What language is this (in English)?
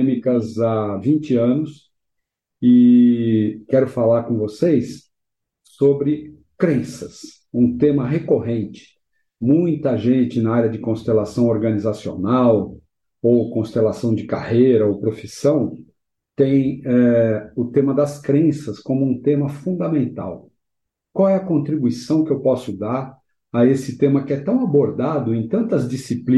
Portuguese